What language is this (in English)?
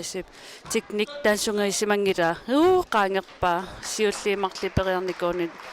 Kalaallisut